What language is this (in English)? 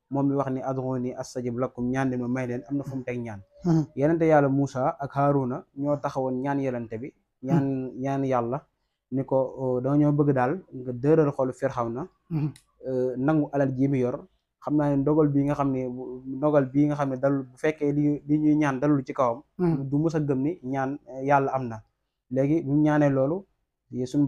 Wolof